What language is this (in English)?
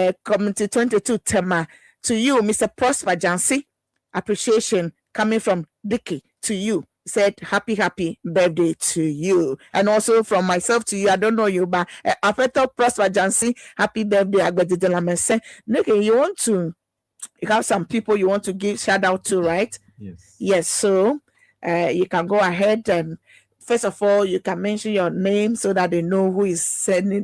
Ewe